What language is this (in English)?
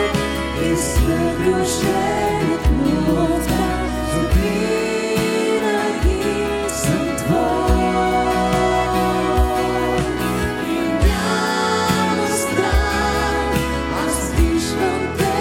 Bulgarian